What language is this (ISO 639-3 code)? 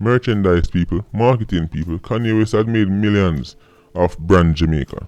jam